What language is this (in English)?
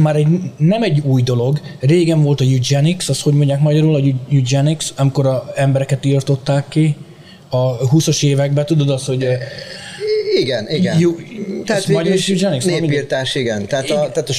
Hungarian